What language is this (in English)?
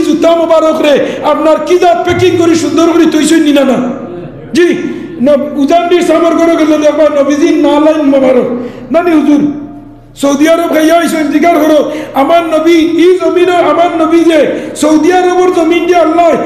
Sylheti